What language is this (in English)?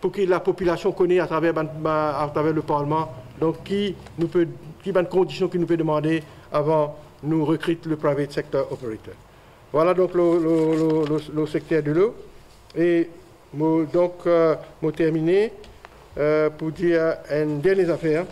Morisyen